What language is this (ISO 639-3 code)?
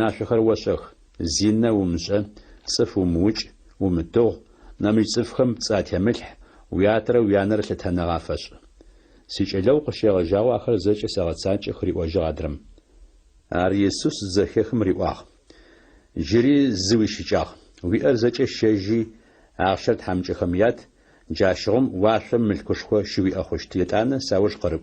ady